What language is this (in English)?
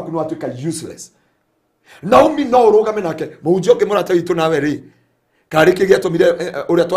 Kikuyu